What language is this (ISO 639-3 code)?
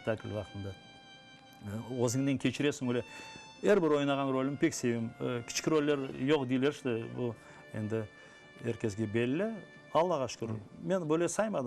crh